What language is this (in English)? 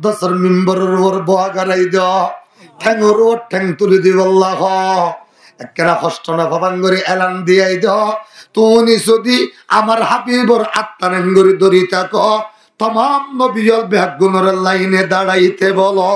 Rohingya